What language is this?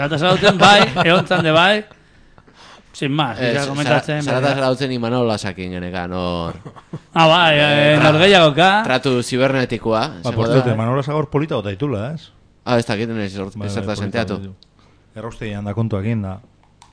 Basque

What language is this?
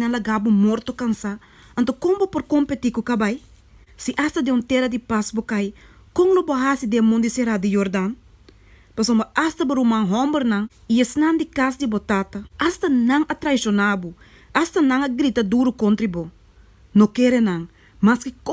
Papiamento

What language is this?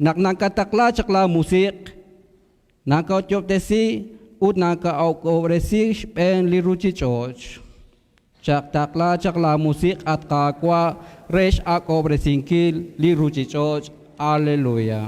Kekchí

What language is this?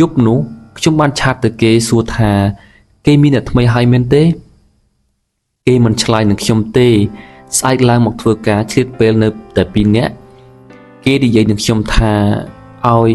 Khmer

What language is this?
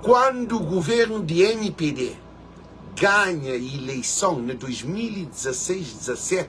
Kabuverdianu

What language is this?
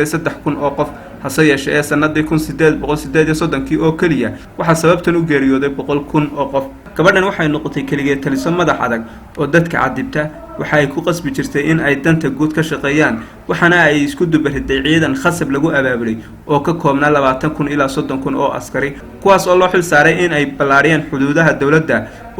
Somali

